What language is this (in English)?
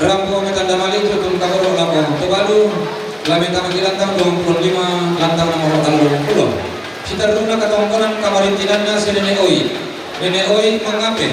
Toraja-Sa'dan